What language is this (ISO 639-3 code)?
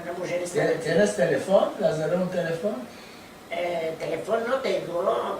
lad